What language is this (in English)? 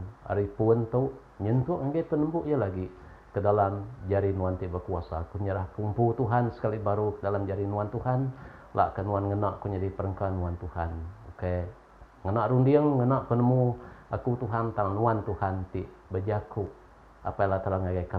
Iban